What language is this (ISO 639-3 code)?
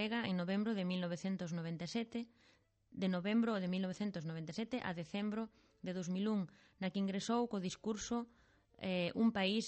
glg